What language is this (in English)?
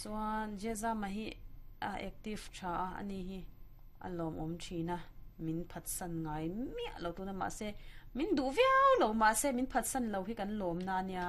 Mizo